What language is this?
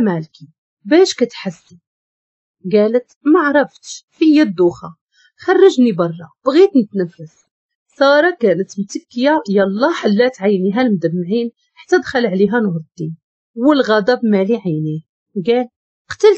Moroccan Arabic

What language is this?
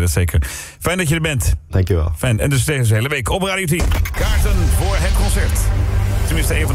Dutch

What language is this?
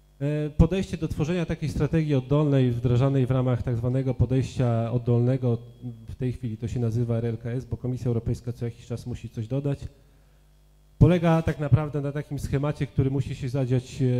Polish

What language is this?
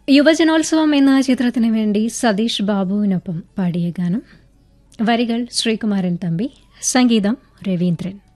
Malayalam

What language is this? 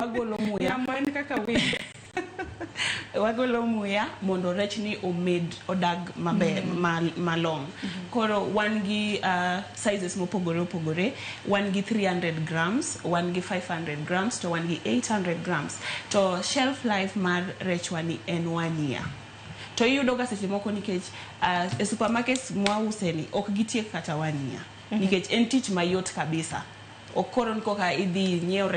Luo (Kenya and Tanzania)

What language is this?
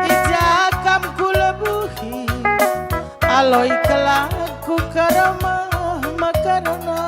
Batak Karo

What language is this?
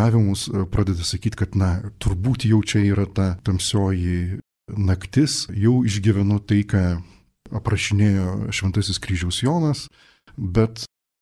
Lithuanian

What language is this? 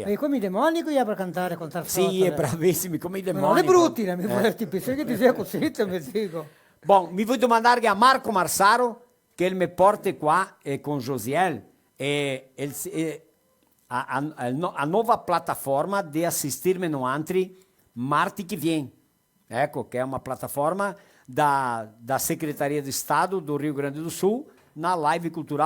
Venetian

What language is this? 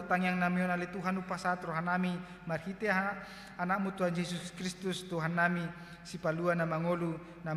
Batak Toba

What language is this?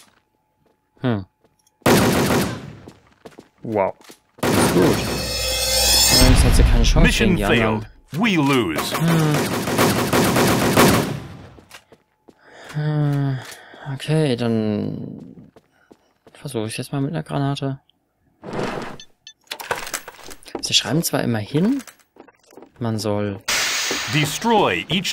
German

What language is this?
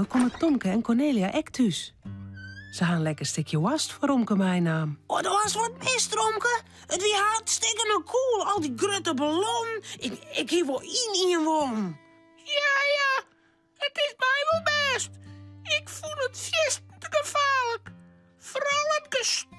Western Frisian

